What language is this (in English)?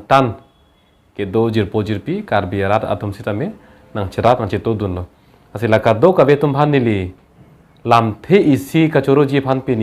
Karbi